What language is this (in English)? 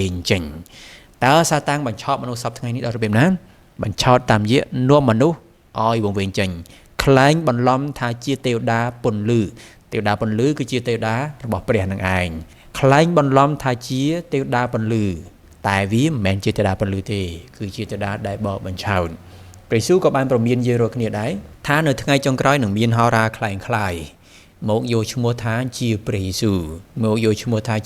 Khmer